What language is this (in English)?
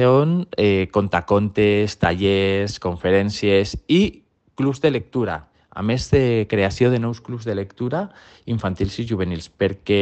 Catalan